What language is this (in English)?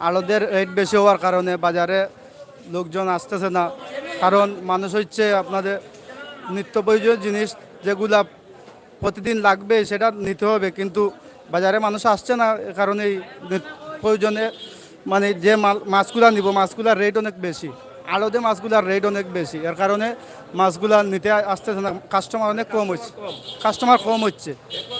Sylheti